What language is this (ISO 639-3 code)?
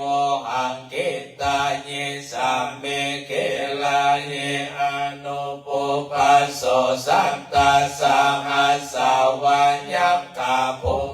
pli